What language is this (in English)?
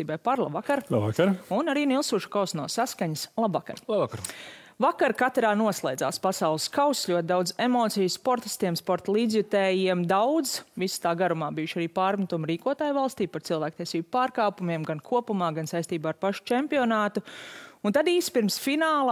Latvian